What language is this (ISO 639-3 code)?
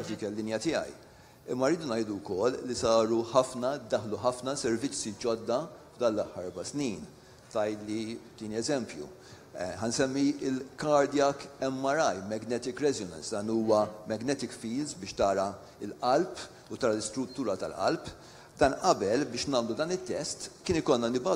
mlt